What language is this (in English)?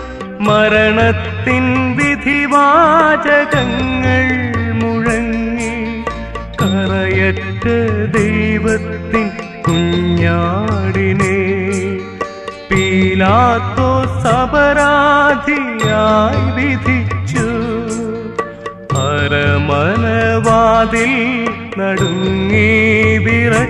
Malayalam